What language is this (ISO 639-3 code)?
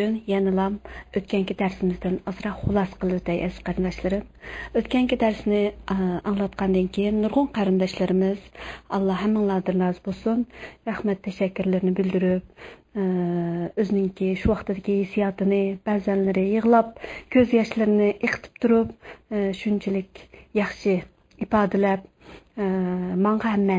uig